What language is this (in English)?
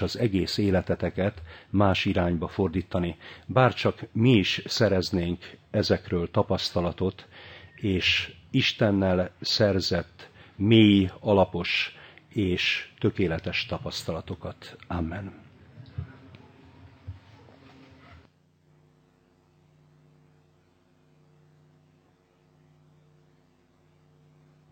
Hungarian